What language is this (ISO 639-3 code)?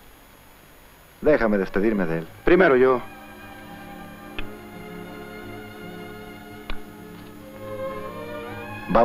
spa